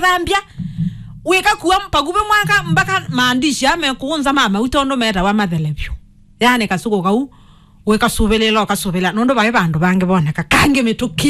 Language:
Kamba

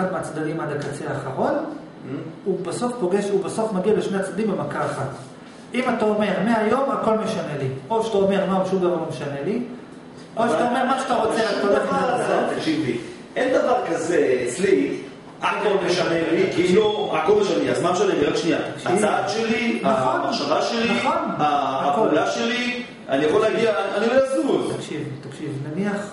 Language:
Hebrew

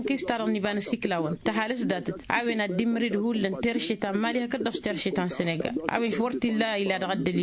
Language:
Tamasheq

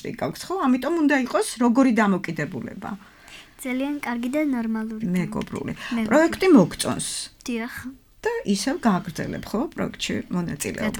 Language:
Georgian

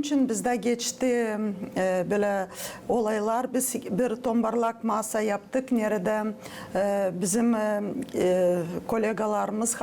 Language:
Gagauz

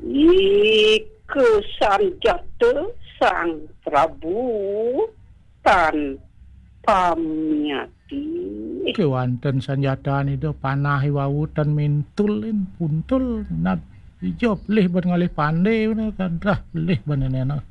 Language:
Balinese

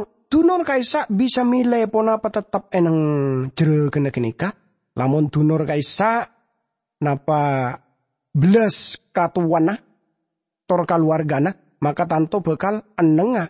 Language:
Madurese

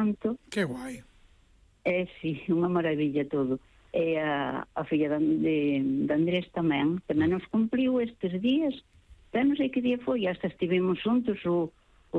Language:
Galician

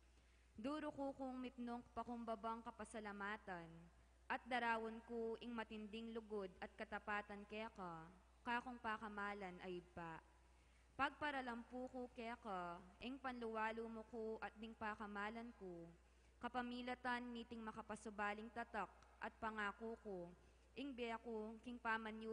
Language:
Pampanga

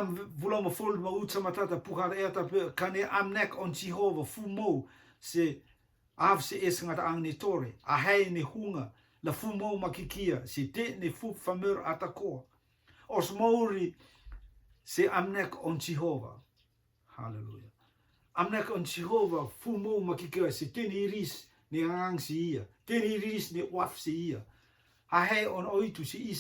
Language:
Rotuman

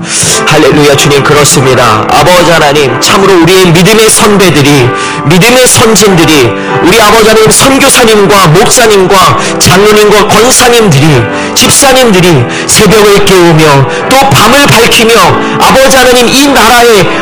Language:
Korean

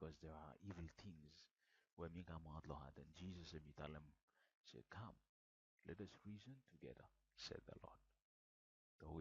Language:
Bislama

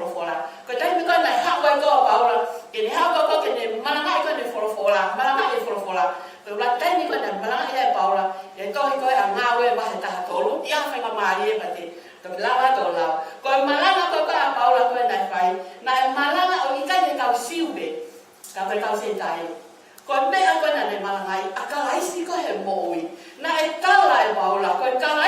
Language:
Tongan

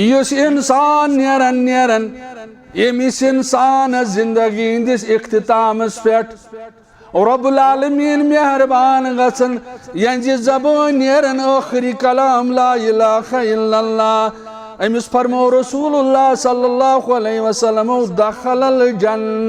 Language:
Kashmiri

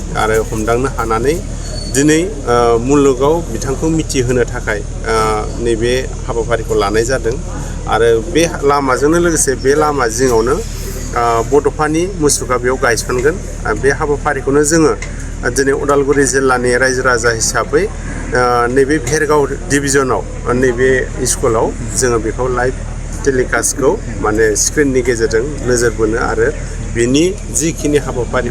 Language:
Bodo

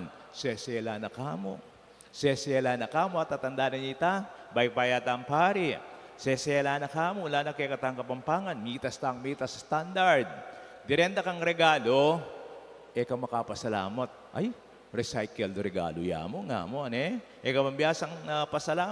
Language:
Pampanga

